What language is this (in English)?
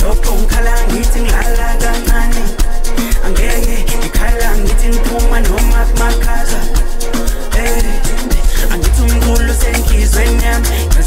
Zulu